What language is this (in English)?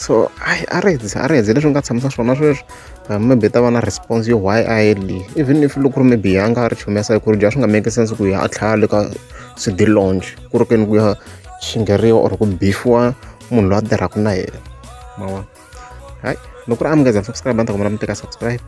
Tsonga